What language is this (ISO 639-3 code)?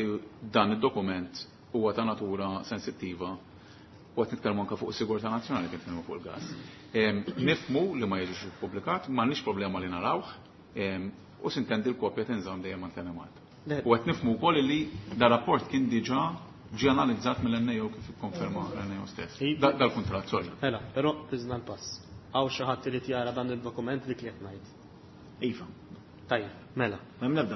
mlt